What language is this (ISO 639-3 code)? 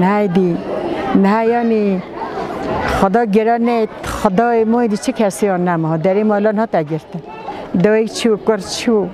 kur